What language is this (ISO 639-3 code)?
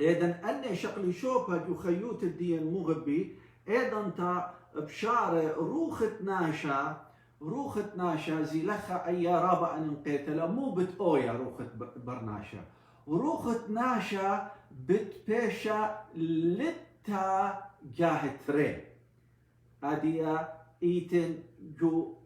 aii